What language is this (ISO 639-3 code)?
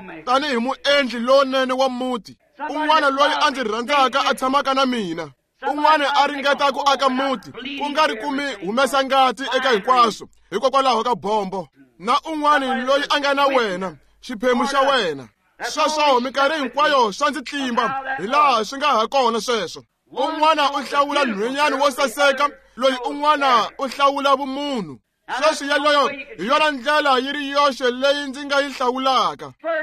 tso